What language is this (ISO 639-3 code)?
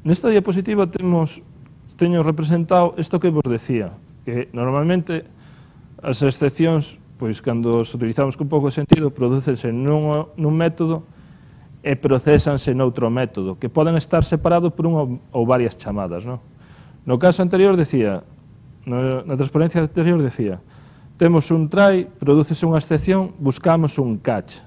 glg